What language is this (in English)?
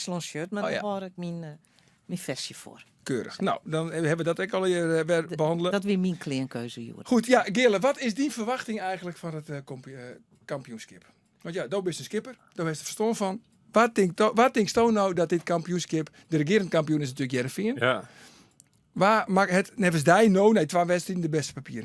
Western Frisian